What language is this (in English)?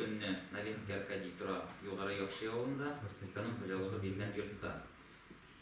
Tatar